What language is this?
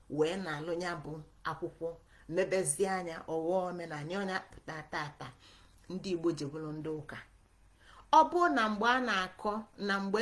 Igbo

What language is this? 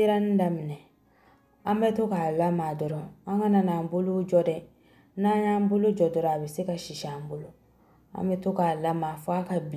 Bambara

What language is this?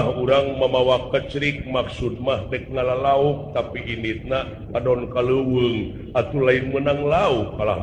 Sundanese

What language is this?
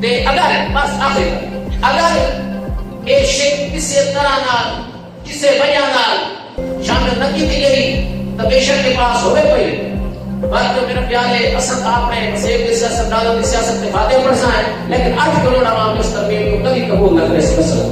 Saraiki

